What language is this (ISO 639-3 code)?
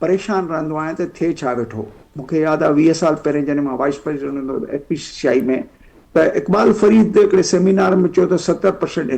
snd